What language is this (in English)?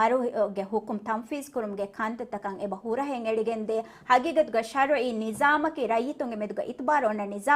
Divehi